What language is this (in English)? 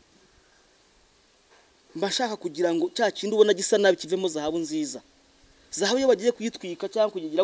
Kinyarwanda